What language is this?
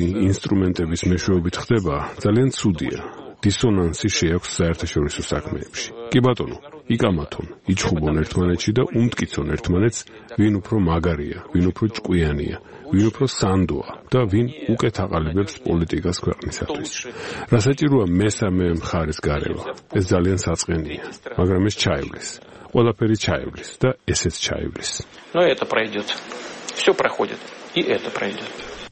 Georgian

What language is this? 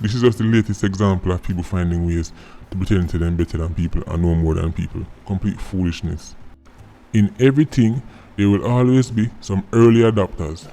Jamaican Creole English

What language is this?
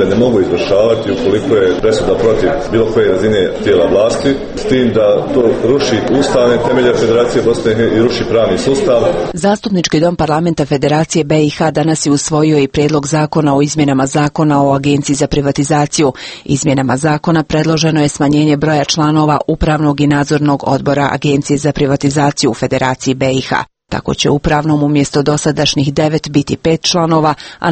Croatian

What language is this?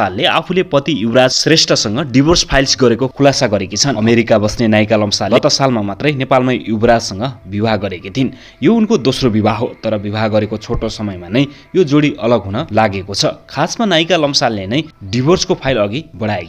Nepali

